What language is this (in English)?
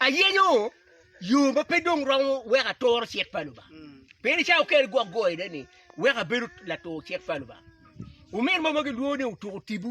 Acoli